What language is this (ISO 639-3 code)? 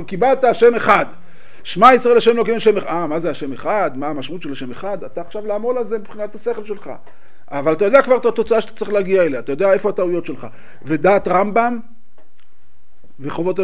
heb